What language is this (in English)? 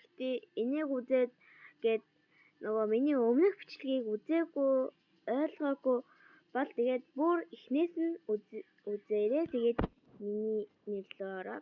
Mongolian